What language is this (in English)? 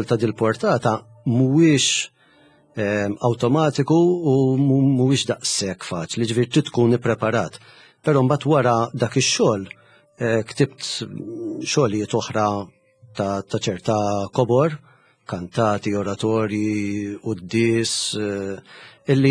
Maltese